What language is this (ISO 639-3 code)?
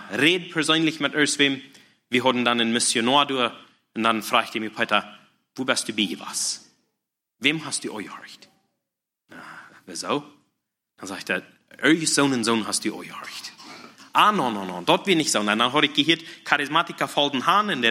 deu